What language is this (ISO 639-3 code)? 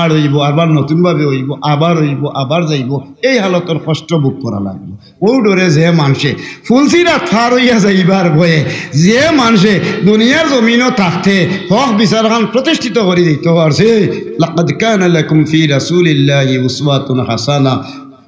syl